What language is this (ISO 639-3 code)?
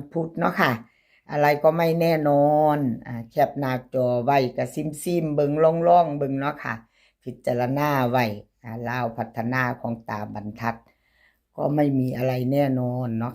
tts